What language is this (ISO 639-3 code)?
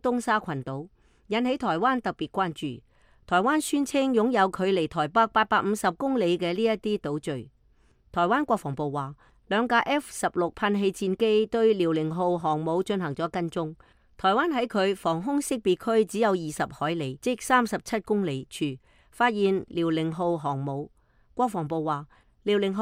yue